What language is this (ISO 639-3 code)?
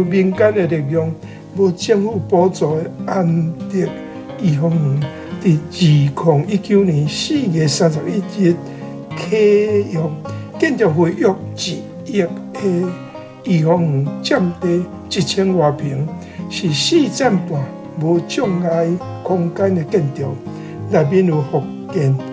nan